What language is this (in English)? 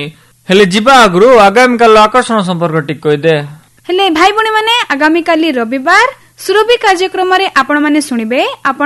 Odia